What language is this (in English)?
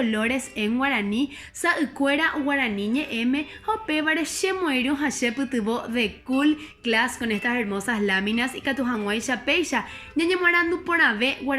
Guarani